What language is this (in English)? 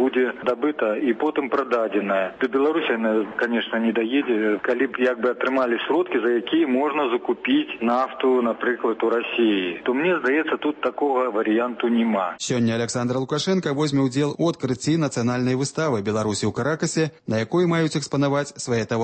Belarusian